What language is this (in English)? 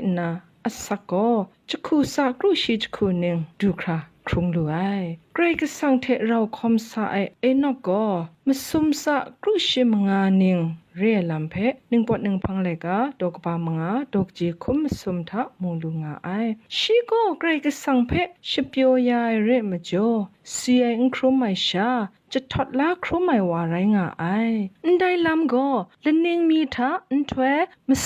Kachin